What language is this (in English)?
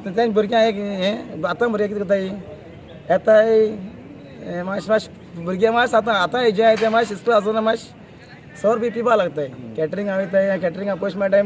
Konkani